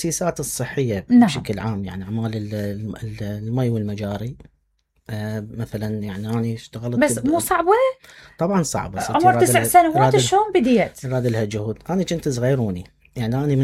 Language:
Mesopotamian Arabic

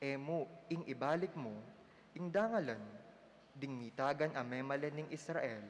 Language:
Pampanga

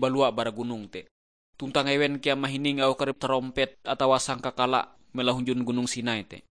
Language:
Ngaju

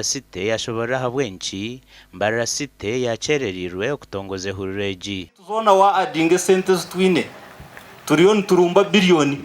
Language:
Nyankole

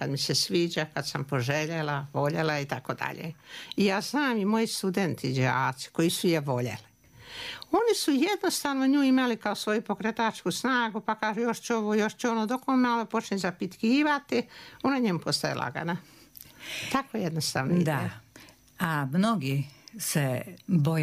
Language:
Serbian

